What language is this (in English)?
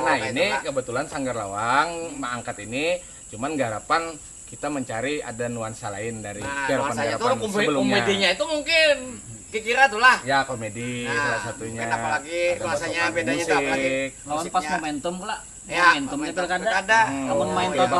Banjar